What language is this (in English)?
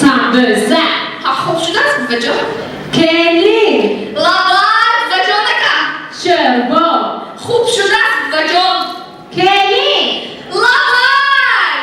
Tajik